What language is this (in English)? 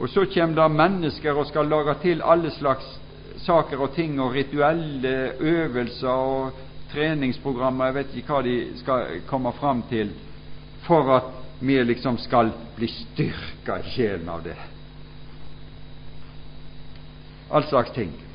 Norwegian